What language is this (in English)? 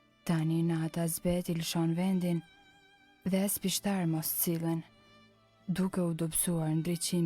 Albanian